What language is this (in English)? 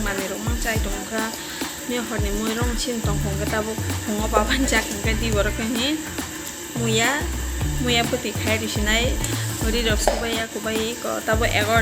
Kok Borok